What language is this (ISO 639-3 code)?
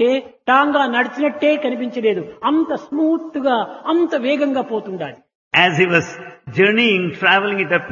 tel